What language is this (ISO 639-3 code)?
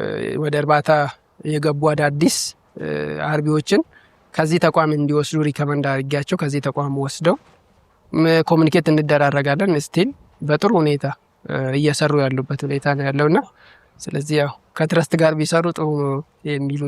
amh